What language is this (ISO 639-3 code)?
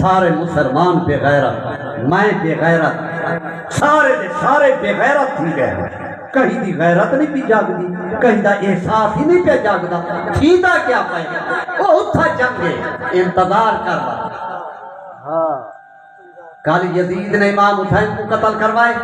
skr